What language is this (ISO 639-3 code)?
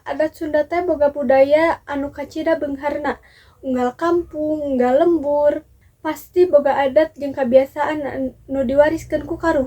sun